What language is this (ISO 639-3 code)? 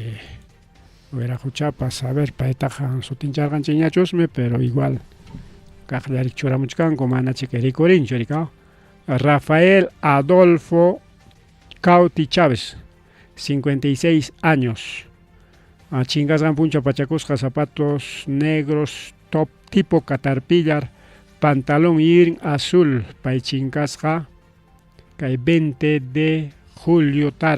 quy